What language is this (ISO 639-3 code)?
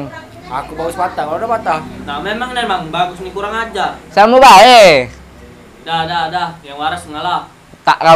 mui